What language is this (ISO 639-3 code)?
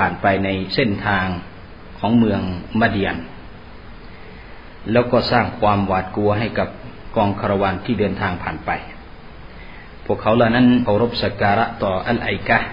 tha